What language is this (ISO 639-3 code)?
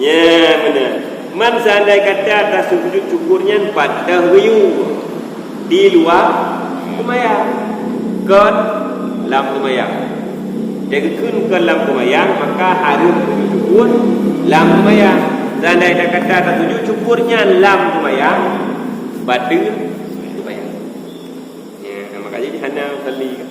ace